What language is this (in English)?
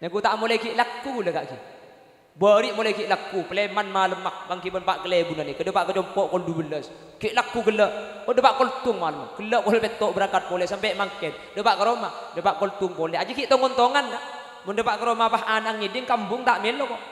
Madurese